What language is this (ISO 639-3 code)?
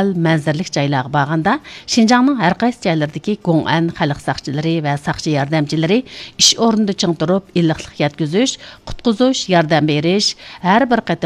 uig